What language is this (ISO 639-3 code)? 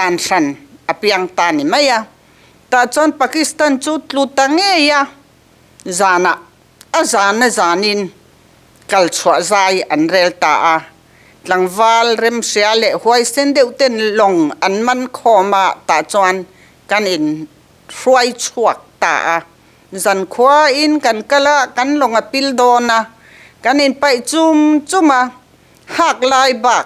lus